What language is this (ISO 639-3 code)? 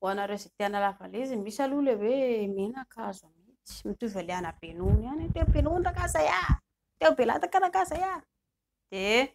mlg